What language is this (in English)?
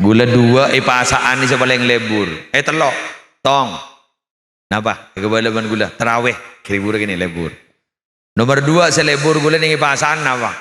Madurese